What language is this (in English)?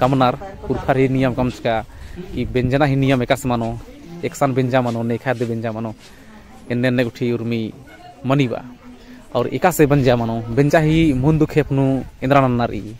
Kurukh